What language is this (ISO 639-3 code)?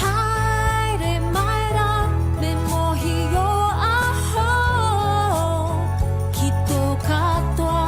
mri